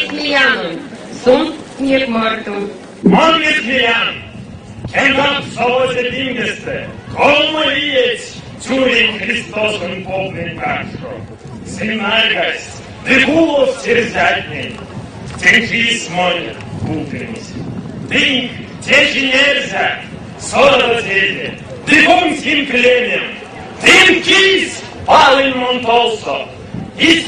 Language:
Erzya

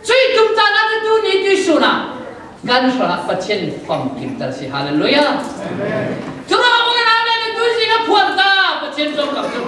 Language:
Falam Chin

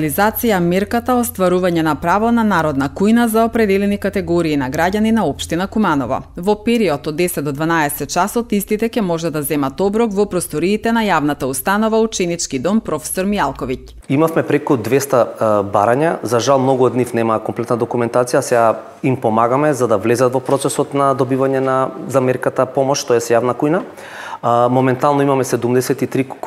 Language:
Macedonian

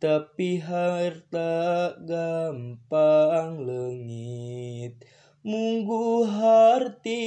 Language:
Sundanese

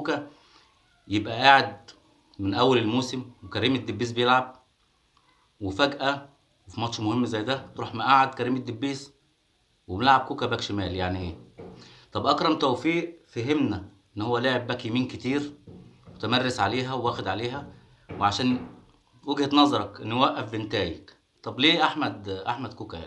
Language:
Egyptian Arabic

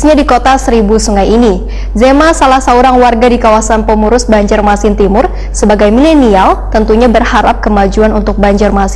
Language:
Banjar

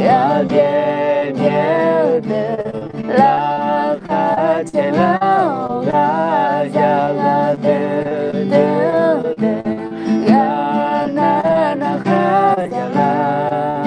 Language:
Akha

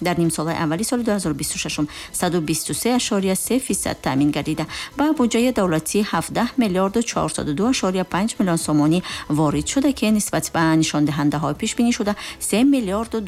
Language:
Tajik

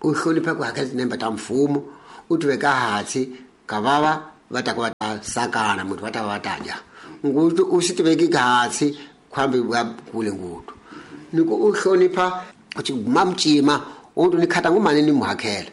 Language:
Tsonga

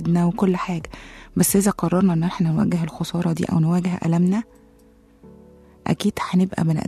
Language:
Egyptian Arabic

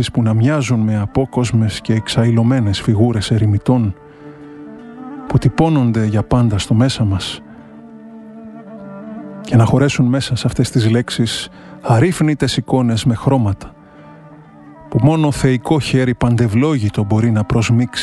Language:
Greek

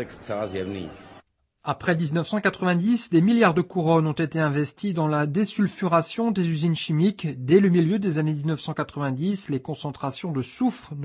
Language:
French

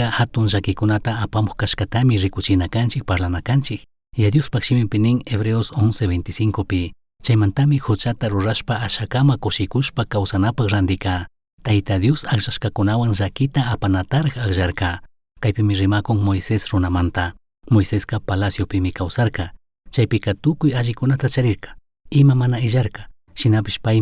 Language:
Chimborazo Highland Quichua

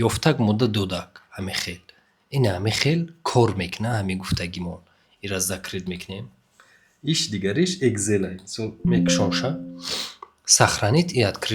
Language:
Tajik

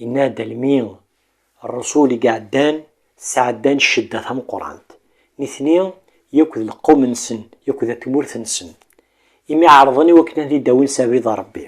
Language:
Kabyle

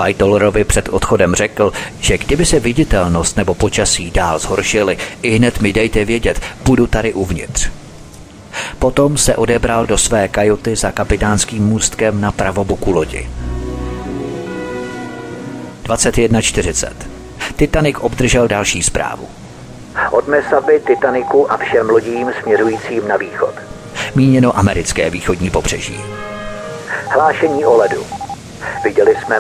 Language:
Czech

